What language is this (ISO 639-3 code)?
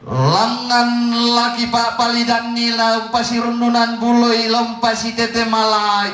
sda